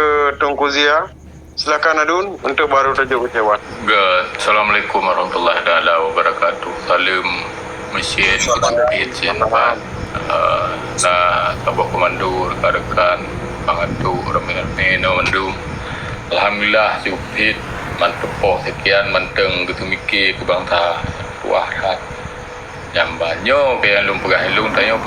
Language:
Achinese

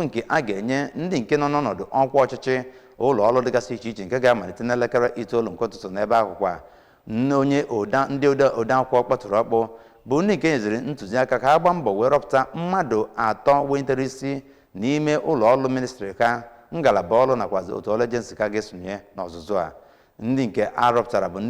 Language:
Igbo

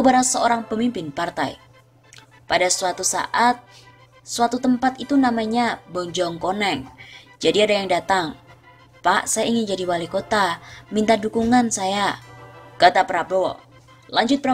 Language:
Indonesian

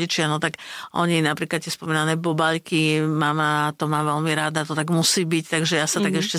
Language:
Slovak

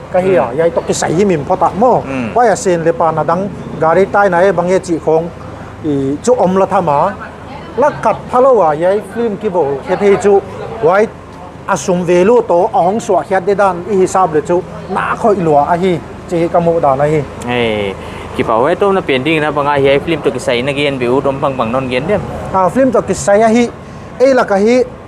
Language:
Paite Chin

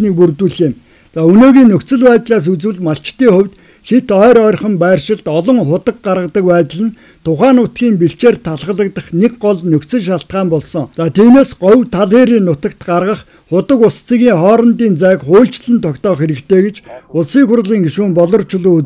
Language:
Mongolian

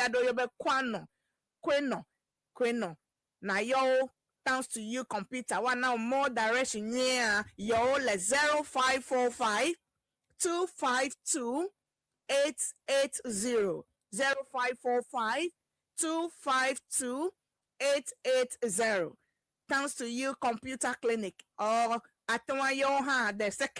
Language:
Ewe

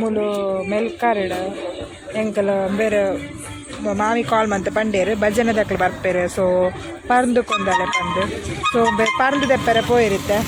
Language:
Tulu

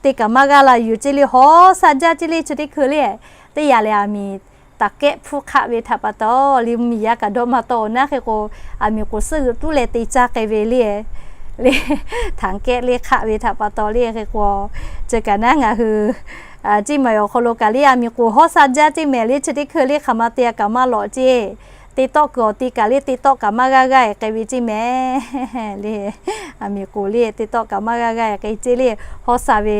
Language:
Lahu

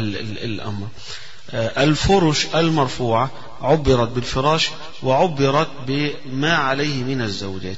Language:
Arabic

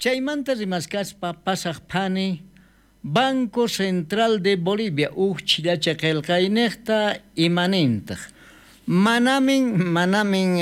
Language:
South Bolivian Quechua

